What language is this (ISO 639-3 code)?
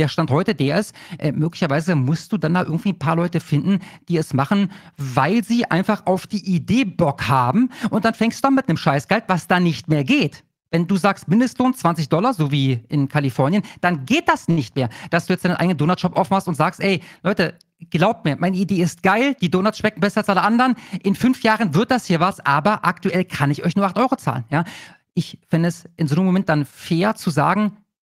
deu